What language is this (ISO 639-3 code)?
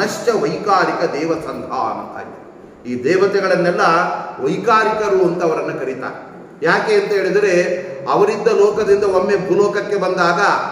kan